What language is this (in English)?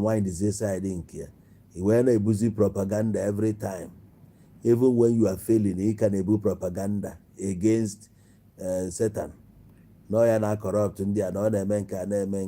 Igbo